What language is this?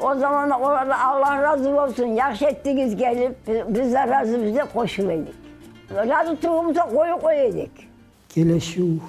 Kumyk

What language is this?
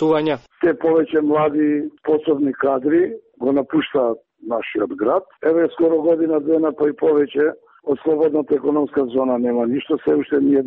Macedonian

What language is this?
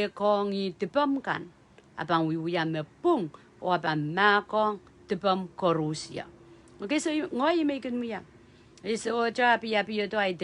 Pohnpeian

